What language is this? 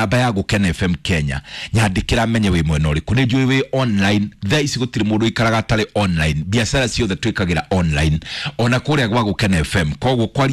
Kikuyu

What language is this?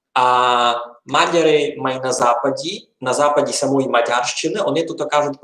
Rusyn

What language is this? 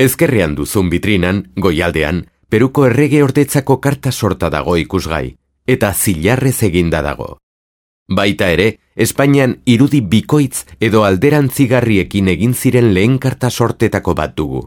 Basque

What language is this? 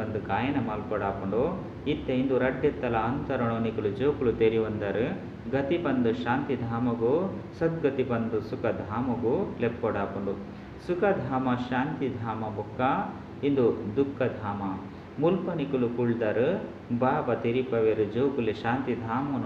Tulu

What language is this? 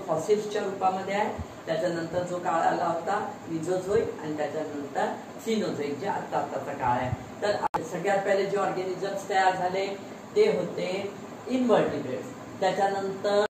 Marathi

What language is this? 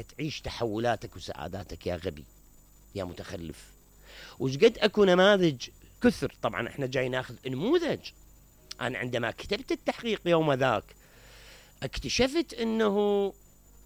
Mesopotamian Arabic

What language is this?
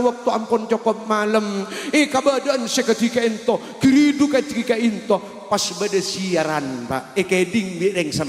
Madurese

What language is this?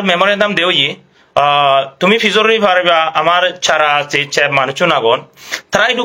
Chakma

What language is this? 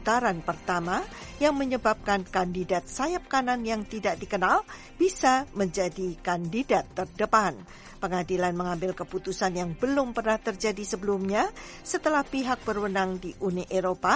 Indonesian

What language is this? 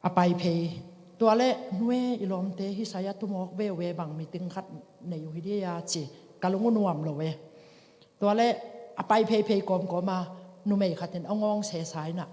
Tedim Chin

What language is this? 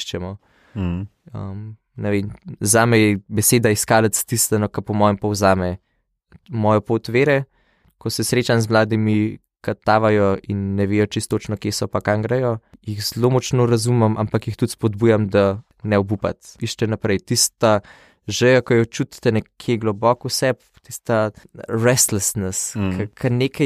Slovenian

